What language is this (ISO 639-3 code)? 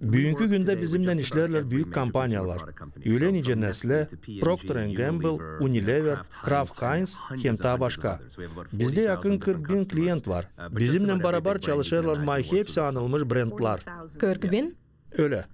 gag